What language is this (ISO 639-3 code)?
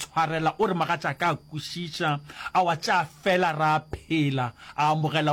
nso